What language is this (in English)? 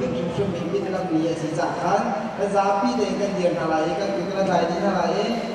Hakha Chin